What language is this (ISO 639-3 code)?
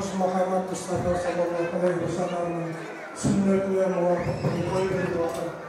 kaa